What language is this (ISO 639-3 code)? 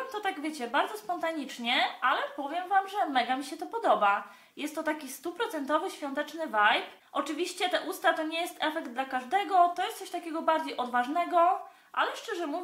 pol